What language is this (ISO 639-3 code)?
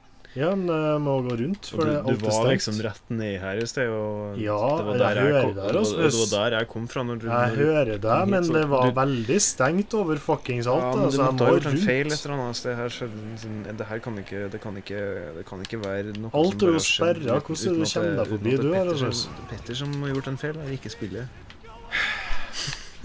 nor